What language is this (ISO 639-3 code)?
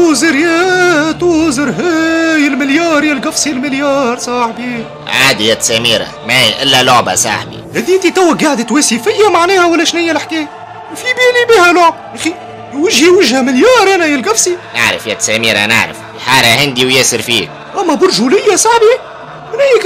aeb